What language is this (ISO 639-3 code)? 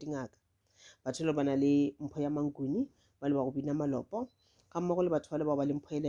nso